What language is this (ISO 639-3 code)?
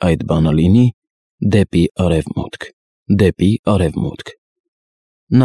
hye